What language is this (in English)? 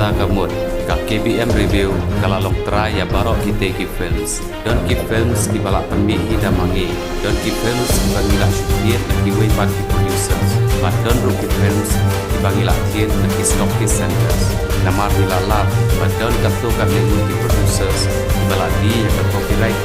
Khasi